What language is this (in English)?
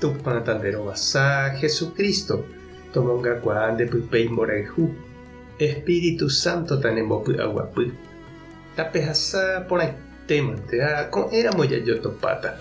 Guarani